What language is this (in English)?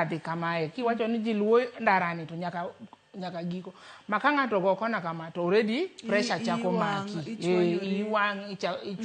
Luo (Kenya and Tanzania)